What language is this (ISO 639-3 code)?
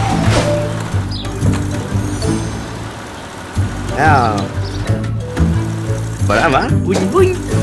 msa